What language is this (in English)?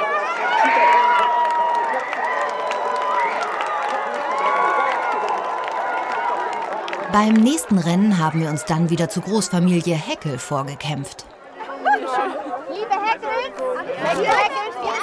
German